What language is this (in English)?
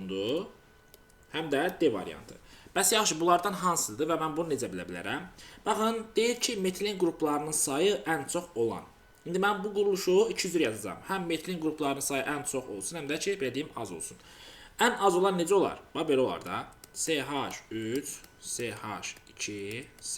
Azerbaijani